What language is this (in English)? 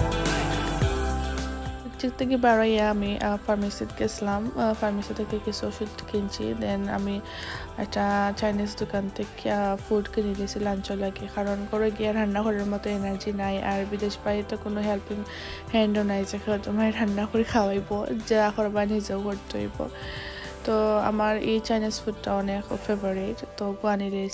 Sylheti